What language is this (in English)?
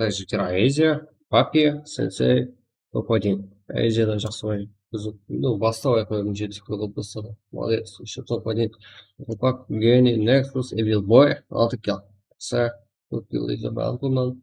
Kara-Kalpak